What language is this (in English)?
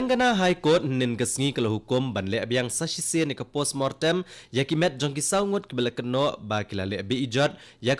Khasi